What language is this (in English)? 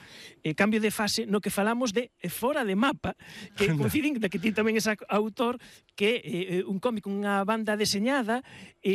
Galician